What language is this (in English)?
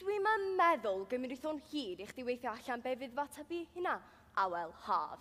Welsh